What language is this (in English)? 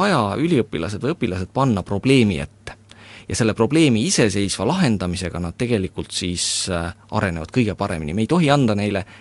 Estonian